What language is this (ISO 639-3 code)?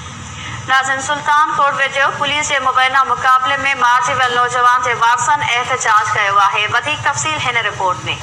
snd